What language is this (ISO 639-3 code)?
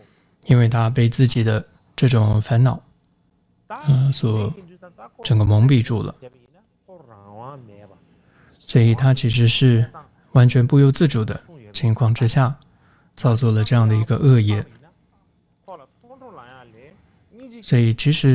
zho